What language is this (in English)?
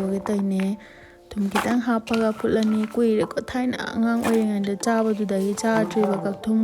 Manipuri